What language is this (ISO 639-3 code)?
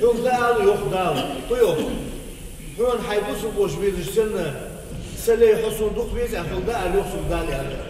inh